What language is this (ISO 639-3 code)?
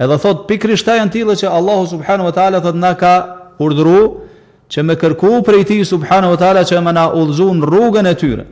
sqi